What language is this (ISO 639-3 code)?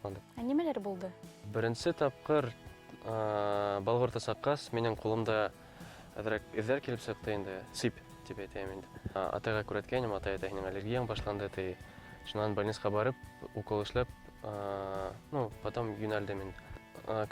bak